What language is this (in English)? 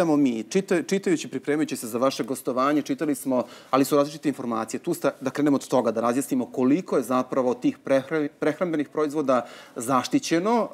Serbian